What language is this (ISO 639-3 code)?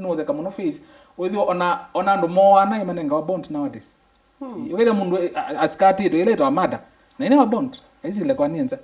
kam